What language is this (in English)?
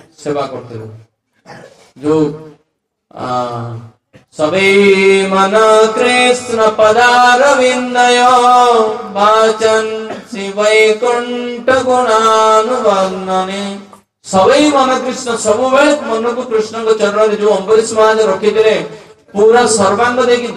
Odia